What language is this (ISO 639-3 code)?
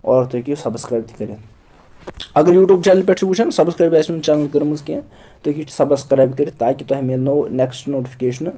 kas